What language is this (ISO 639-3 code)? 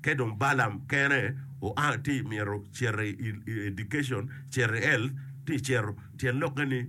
ach